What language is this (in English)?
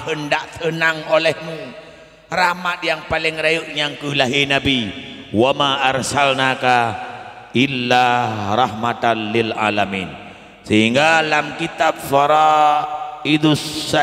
Achinese